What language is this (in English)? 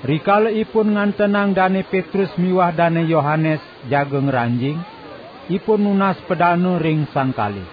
Balinese